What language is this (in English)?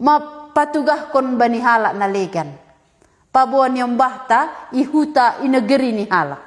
Batak Simalungun